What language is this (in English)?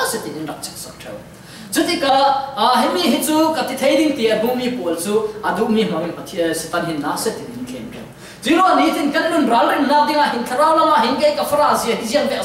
Falam Chin